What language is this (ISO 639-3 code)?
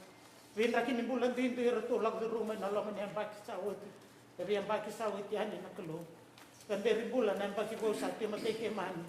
fij